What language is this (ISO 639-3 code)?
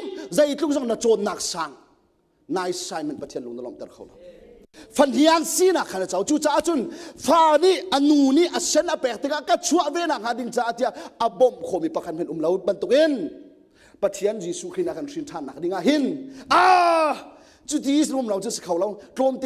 cnh